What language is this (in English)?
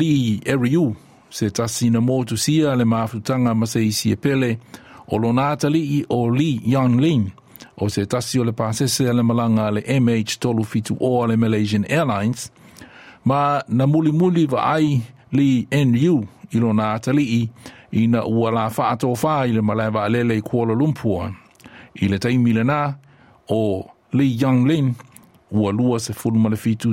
Samoan